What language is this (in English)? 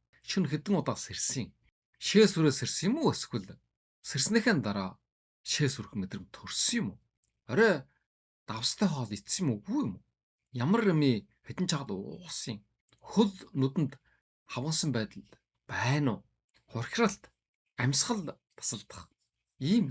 Mongolian